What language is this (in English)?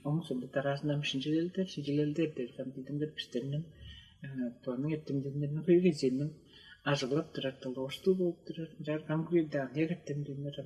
Tuvinian